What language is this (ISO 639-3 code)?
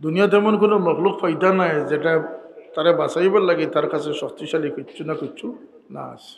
syl